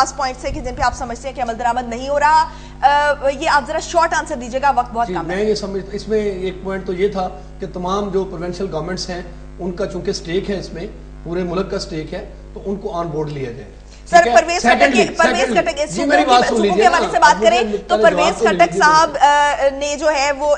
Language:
Urdu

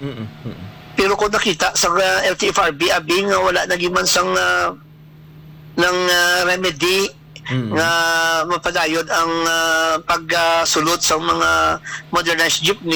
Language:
Hiligaynon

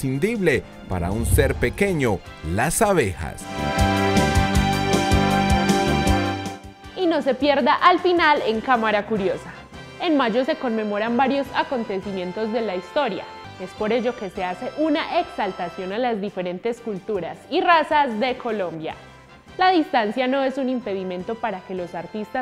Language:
Spanish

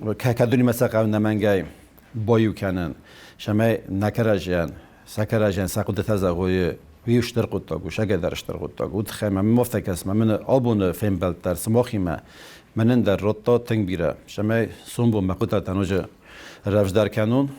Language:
Ossetic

